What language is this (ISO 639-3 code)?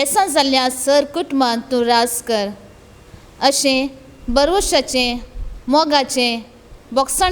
kok